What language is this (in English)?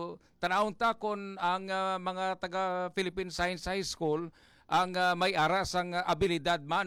Hiligaynon